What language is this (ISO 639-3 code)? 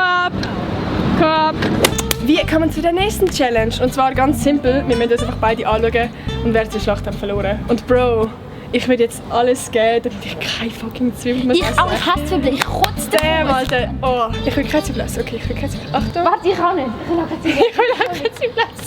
gsw